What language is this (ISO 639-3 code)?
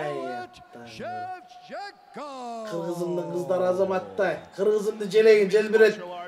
kir